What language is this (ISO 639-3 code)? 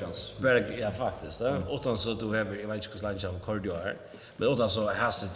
fao